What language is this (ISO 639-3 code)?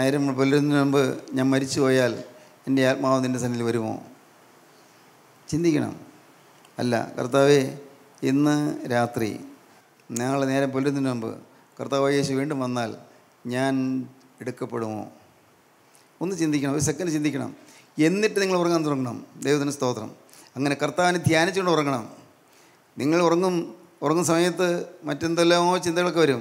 mal